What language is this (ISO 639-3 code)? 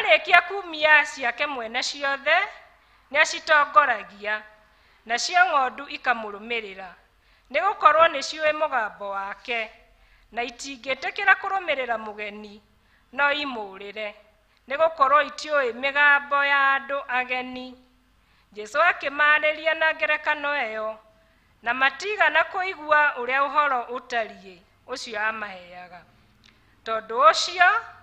kik